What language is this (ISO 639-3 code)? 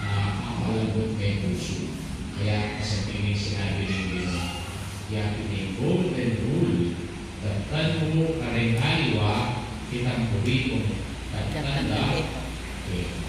pam